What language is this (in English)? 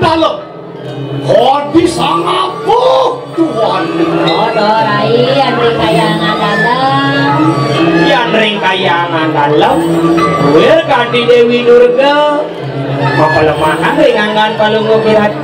Balinese